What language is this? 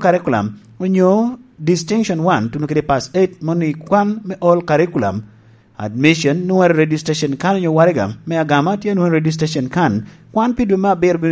Lango (Uganda)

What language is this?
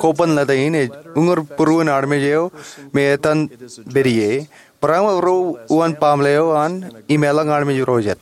Marshallese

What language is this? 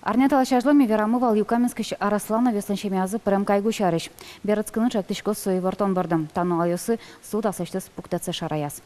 Udmurt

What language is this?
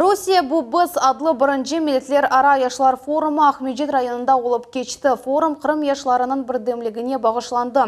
Crimean Tatar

